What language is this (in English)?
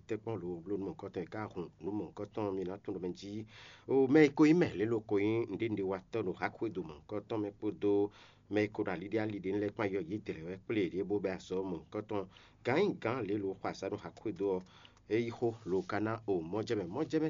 Fon